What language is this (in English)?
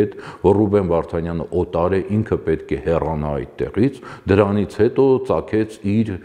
Armenian